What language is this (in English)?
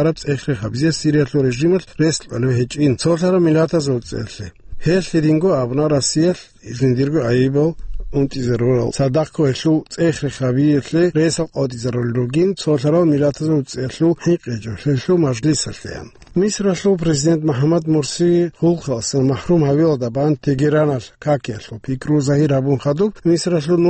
Avaric